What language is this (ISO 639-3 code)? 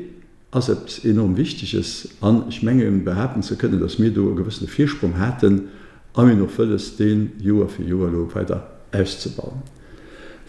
ltz